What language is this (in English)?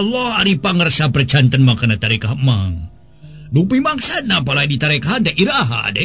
Sundanese